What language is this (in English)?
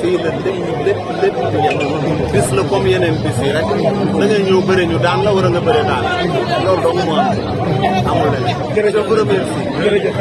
Wolof